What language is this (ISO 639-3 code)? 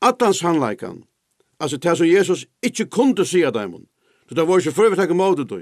fao